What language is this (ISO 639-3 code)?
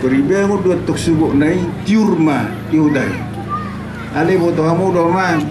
bbc